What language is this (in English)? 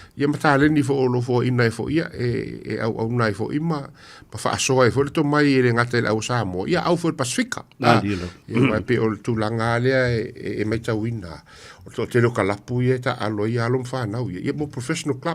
Samoan